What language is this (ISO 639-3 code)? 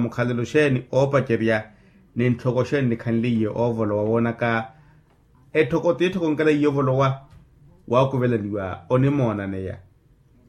vmw